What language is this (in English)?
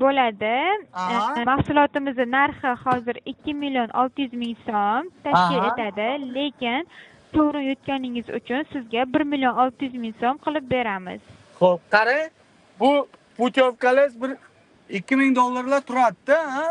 Uzbek